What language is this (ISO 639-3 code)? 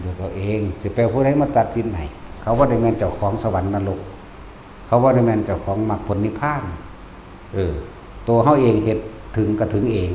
tts